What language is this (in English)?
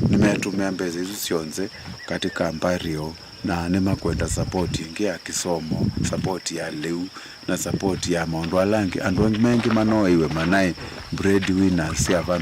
Kamba